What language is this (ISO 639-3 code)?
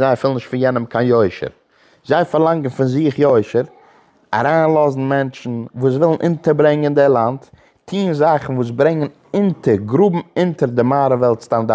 yid